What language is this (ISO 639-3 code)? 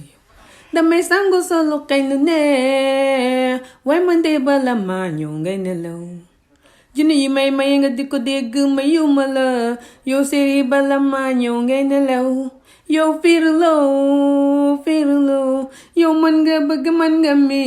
wol